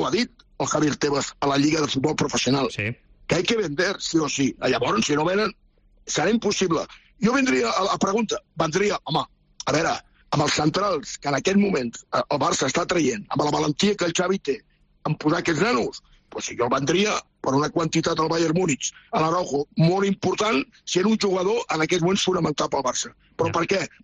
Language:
Catalan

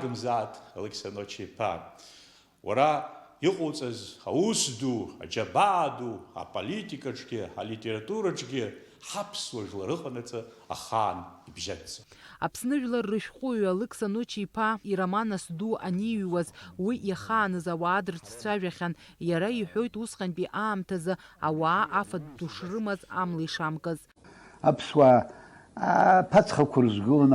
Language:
Abkhazian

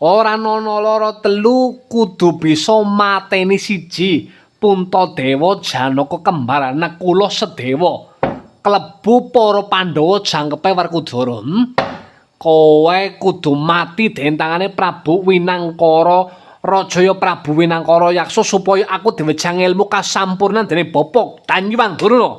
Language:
Javanese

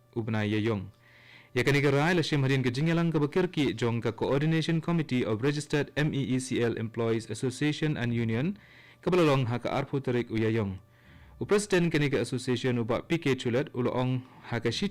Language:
Khasi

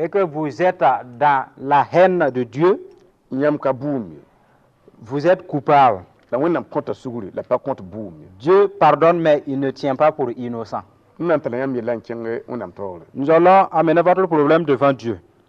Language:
Mossi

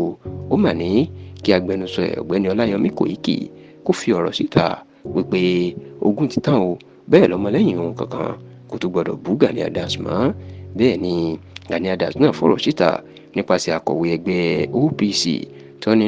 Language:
Yoruba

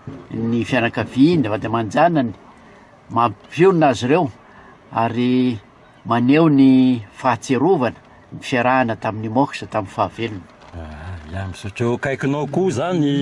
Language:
Malagasy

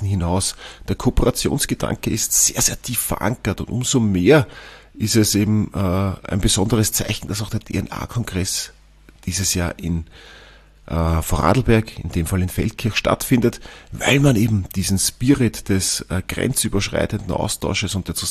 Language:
German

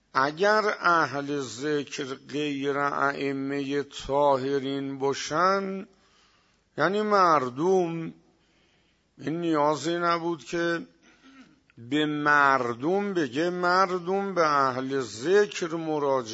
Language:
Persian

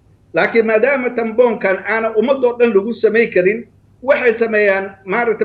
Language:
Somali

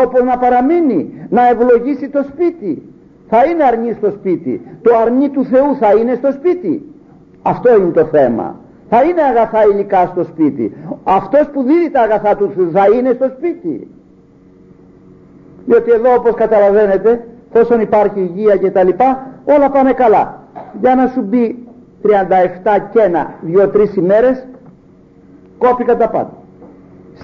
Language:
Greek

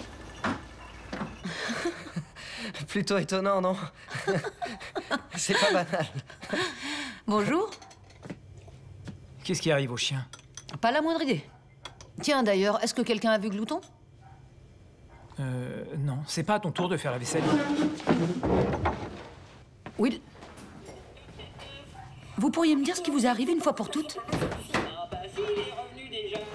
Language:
French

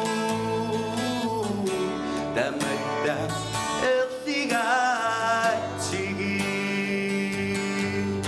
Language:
Kalaallisut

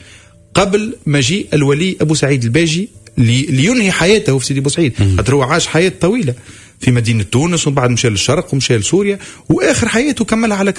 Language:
Tunisian Arabic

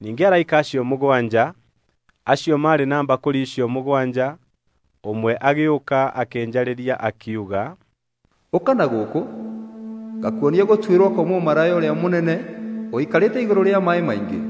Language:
Kikuyu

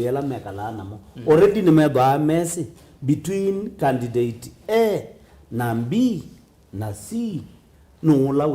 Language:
Kamba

